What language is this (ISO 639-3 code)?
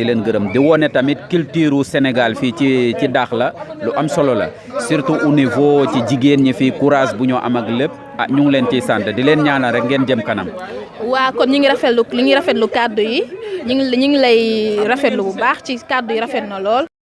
wol